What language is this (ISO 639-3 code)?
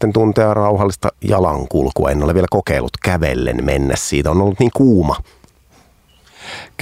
fin